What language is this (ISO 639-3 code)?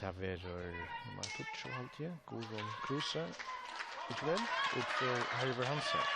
fao